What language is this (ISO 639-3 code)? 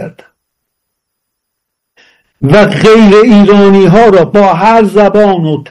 fas